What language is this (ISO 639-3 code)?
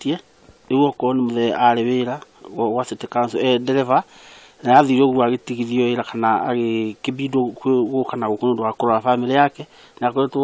kik